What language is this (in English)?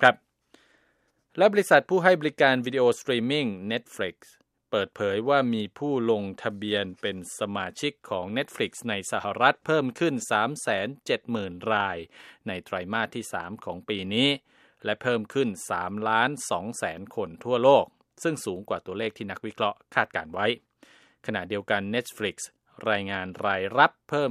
Thai